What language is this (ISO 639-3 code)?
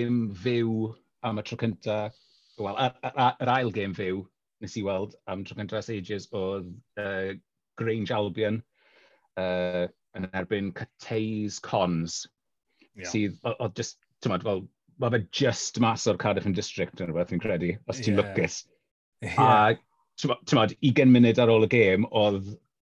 cym